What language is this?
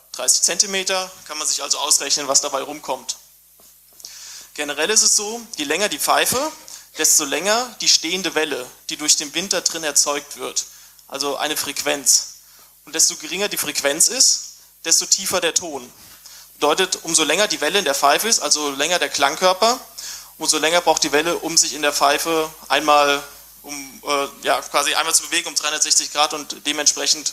German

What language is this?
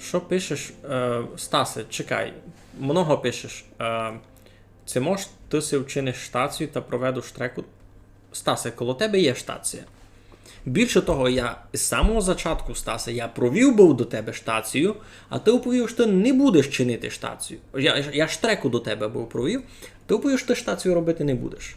Rusyn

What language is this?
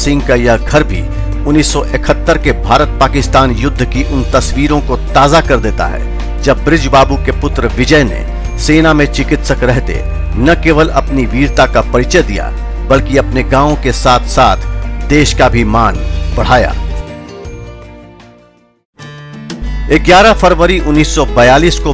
Hindi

